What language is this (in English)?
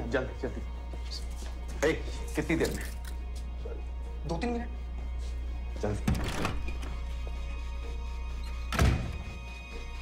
Hindi